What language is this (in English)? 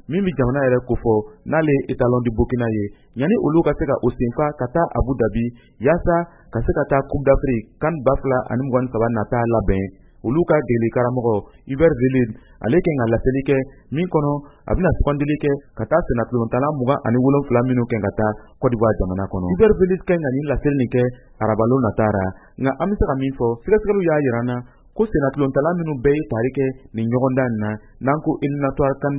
Bambara